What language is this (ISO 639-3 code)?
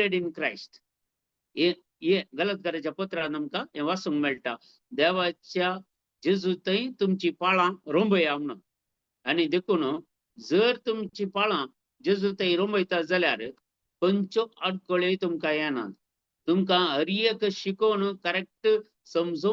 kok